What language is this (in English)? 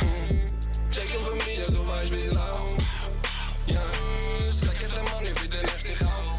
Swiss German